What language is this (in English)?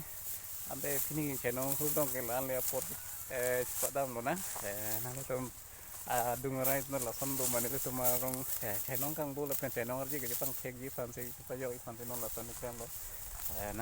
Karbi